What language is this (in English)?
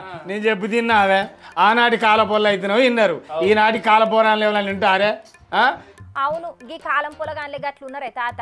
Telugu